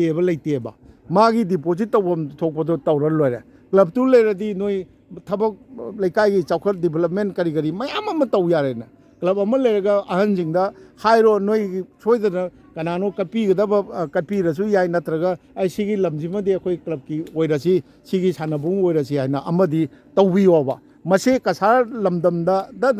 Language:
Manipuri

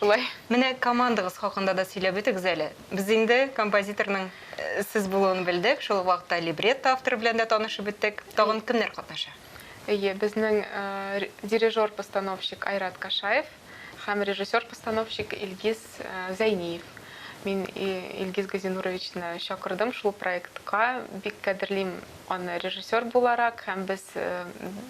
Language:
Tatar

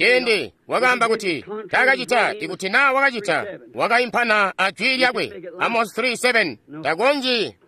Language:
Tonga (Zambia)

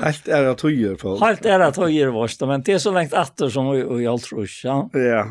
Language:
Faroese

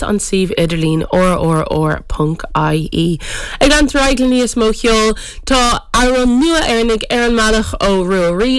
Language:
Irish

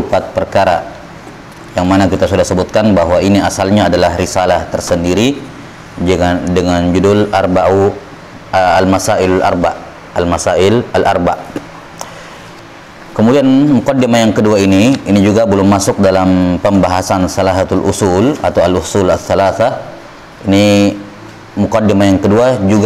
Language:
Indonesian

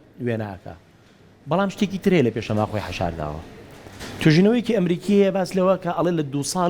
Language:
Central Kurdish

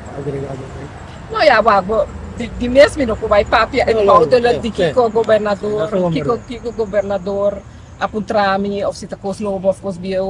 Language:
Papiamento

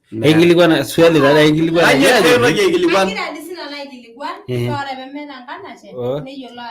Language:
Masai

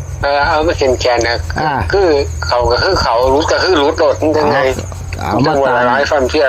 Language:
Northeastern Thai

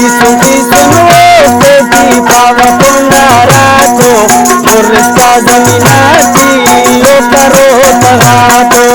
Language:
Brahui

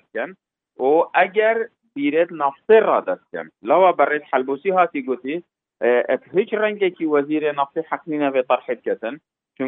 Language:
Kurdish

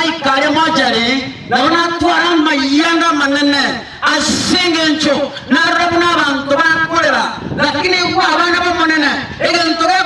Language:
Gusii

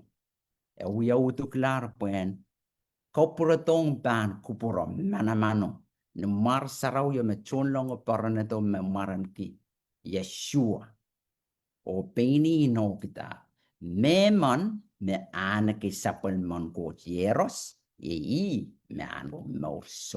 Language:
Pohnpeian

